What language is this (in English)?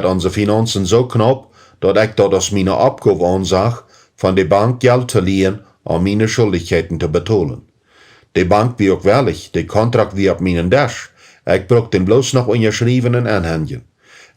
Plautdietsch